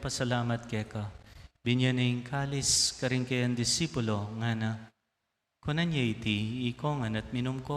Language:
Pampanga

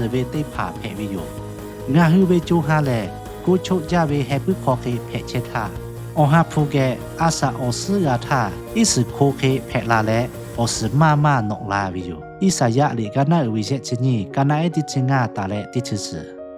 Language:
Lahu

